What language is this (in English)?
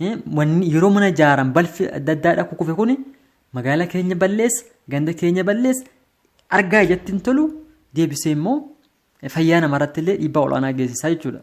Oromo